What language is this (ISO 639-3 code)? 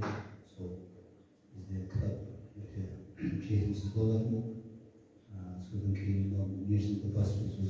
kaz